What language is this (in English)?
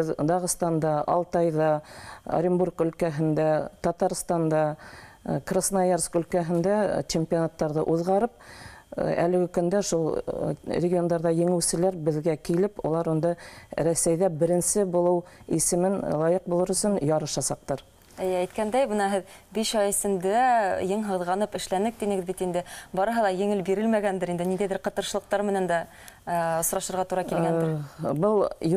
Bashkir